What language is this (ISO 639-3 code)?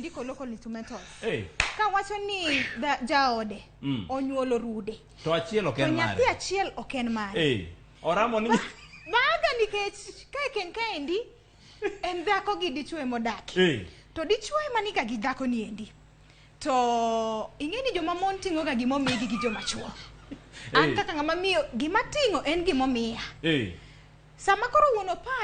luo